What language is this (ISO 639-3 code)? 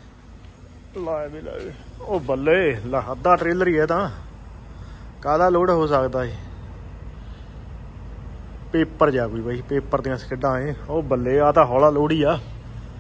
pan